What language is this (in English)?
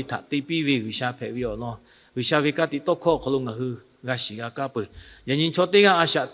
Lahu